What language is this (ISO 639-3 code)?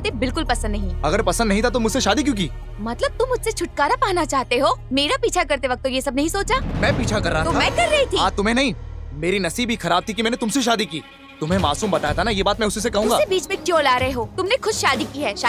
hin